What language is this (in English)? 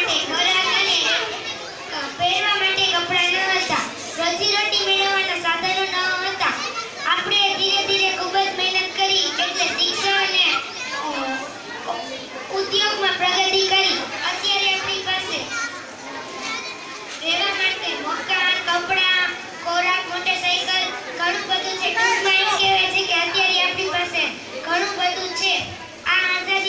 Gujarati